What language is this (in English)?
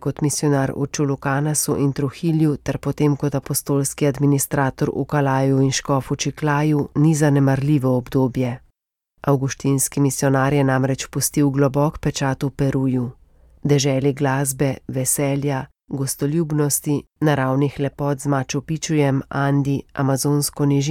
Slovenian